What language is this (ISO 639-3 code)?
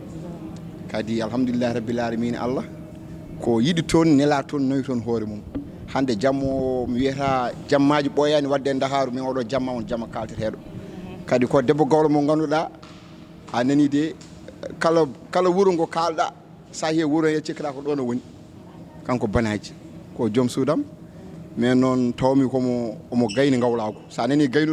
ful